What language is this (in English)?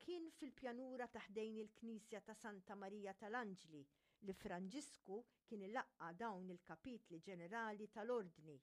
Maltese